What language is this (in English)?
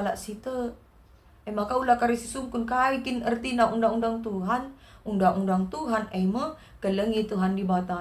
Batak Karo